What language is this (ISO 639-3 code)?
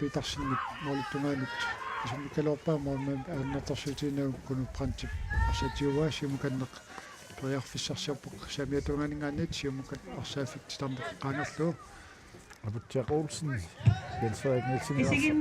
kal